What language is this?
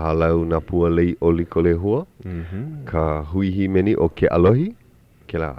Hawaiian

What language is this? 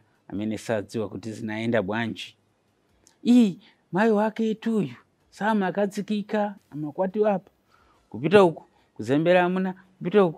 Nyanja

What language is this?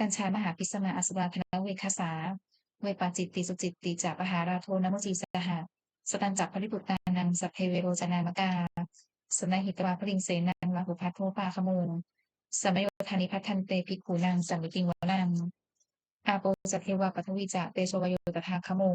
Pali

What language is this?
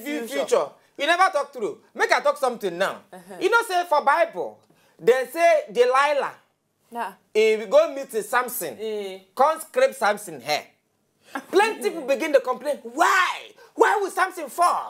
Nigerian Pidgin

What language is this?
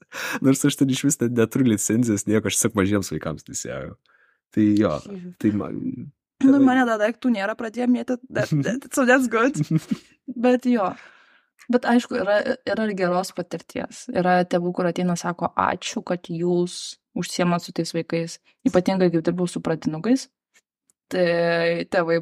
Lithuanian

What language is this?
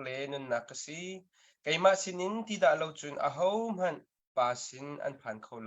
Hakha Chin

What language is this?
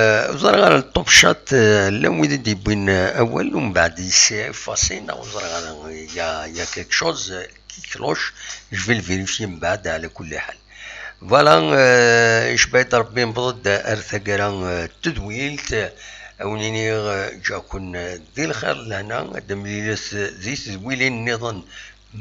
Kabyle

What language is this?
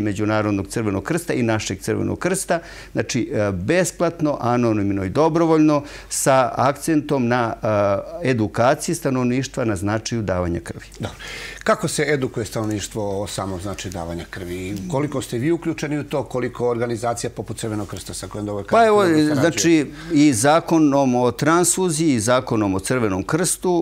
Serbian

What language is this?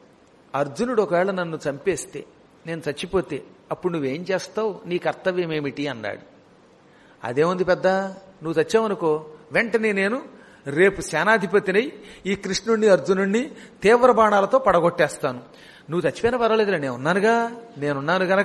Telugu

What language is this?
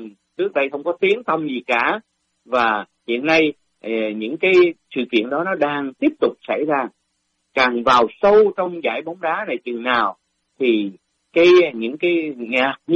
Vietnamese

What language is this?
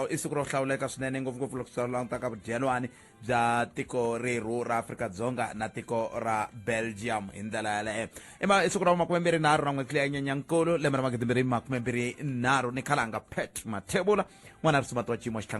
Tsonga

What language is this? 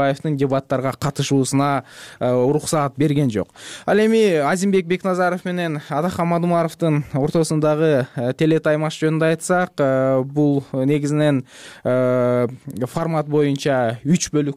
Kyrgyz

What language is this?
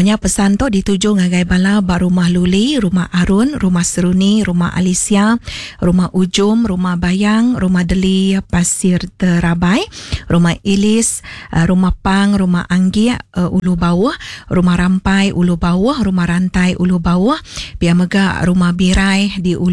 Iban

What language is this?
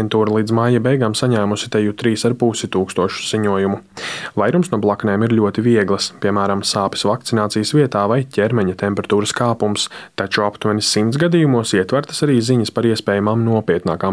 Latvian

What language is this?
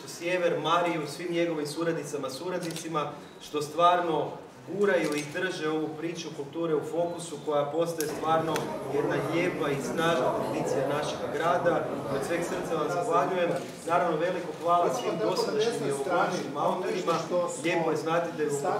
Croatian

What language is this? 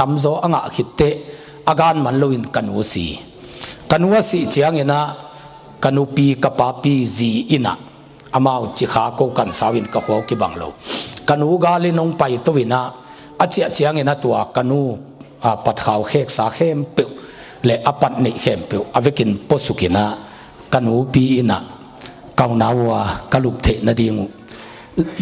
Tedim Chin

